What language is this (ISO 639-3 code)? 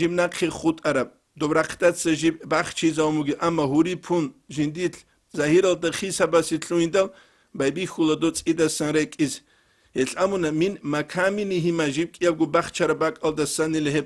ava